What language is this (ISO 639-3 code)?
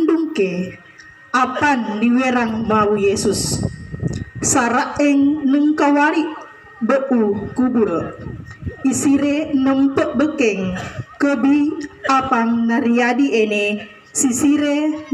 sxn